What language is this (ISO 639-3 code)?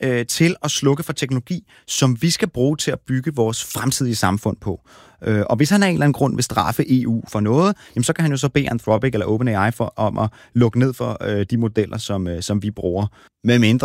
dan